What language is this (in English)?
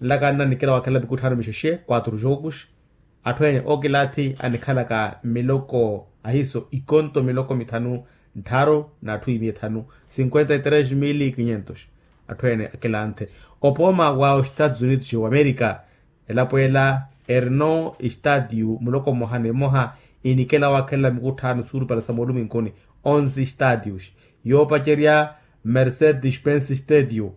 Makhuwa